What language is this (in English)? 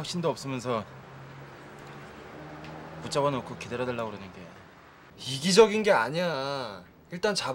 Korean